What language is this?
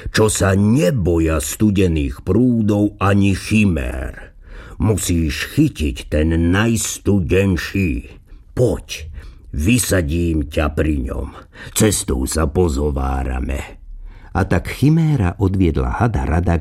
Slovak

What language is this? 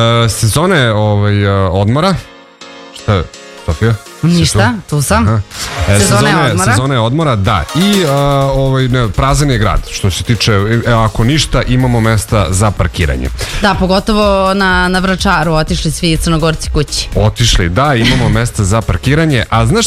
Serbian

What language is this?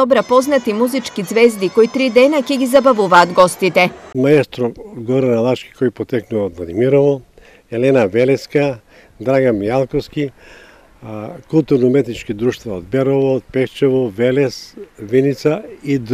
Macedonian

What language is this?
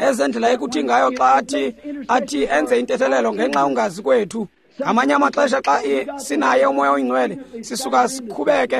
Xhosa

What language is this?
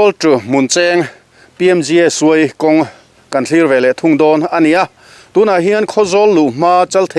Mizo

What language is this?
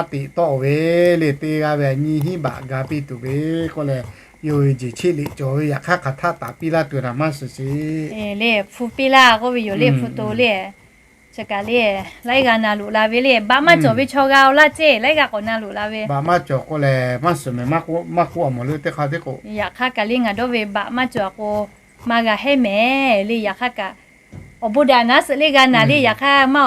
Lahu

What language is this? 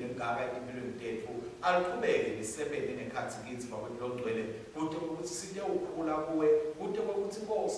Swati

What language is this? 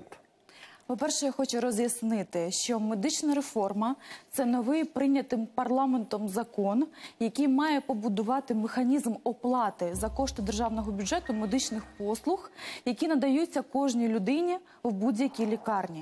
Ukrainian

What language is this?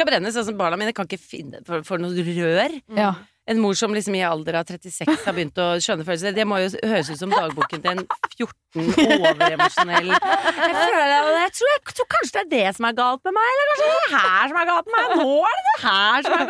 Norwegian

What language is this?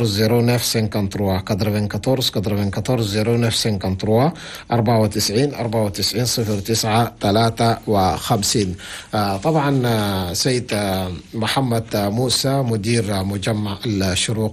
Chadian Arabic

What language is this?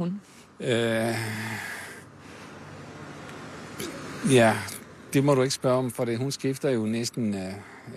Danish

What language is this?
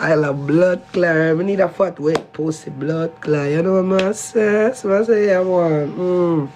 Jamaican Creole English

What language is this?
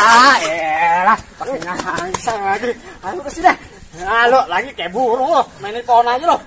Betawi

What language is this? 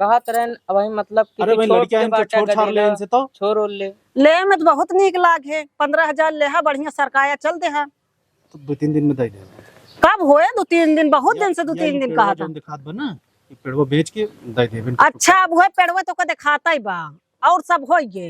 Awadhi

